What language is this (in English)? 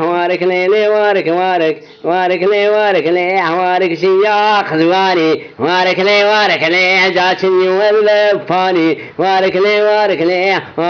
Zaza